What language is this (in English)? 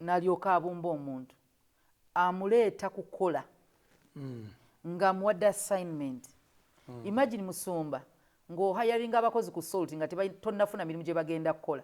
Ganda